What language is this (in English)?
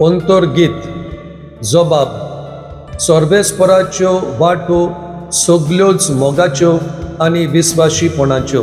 Konkani